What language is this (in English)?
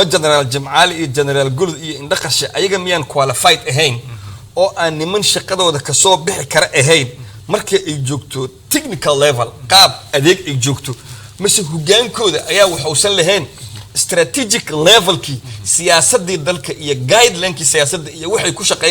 Somali